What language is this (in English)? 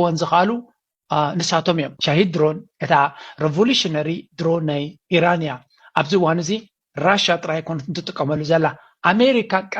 Tigrinya